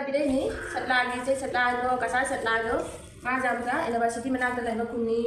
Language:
Manipuri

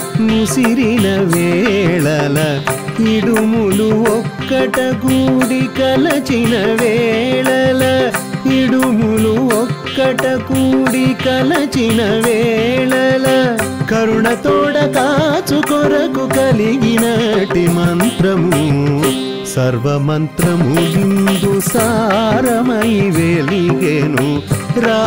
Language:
Telugu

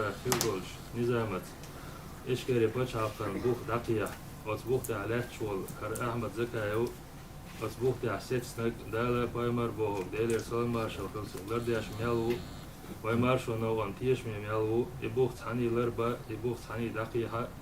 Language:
Chechen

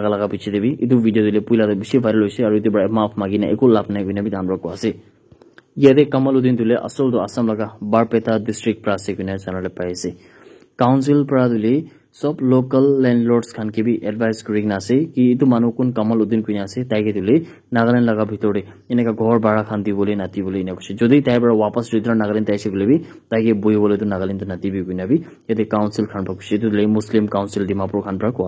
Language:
Naga Pidgin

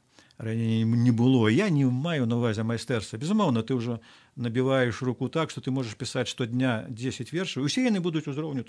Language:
Belarusian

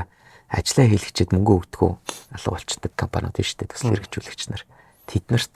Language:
Mongolian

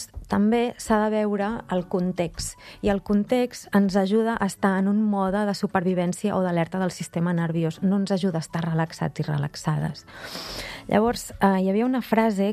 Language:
Catalan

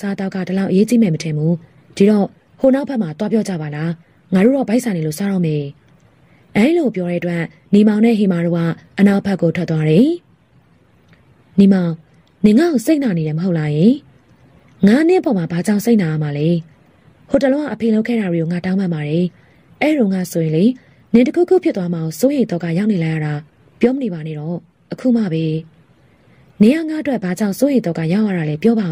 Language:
Burmese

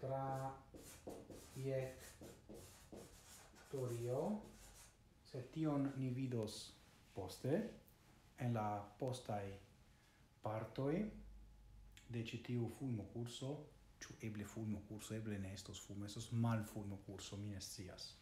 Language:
Esperanto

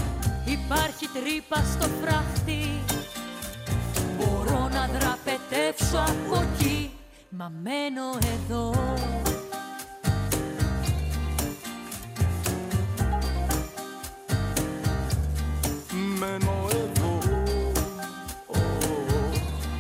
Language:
Greek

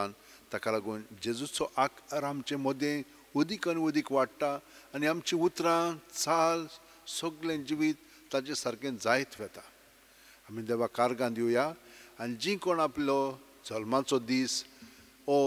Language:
Konkani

